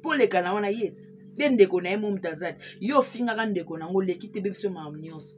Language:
Lingala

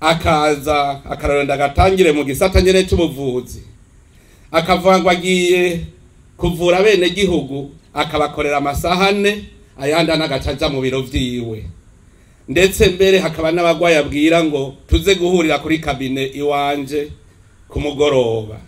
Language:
Rundi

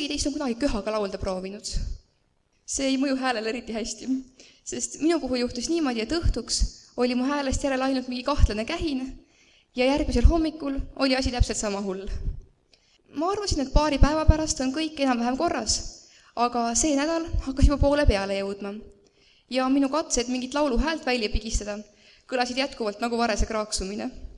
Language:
Estonian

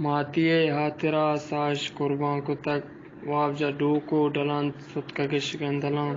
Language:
Eastern Balochi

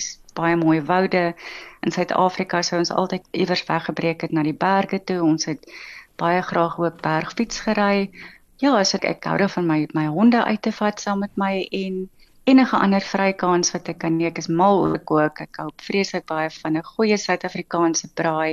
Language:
Afrikaans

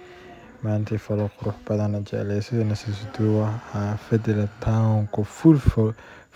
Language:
Somali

